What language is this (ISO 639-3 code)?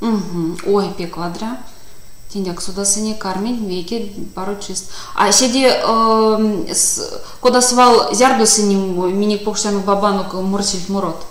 myv